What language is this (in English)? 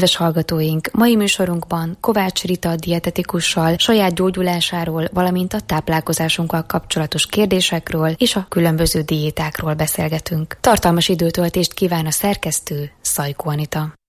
Hungarian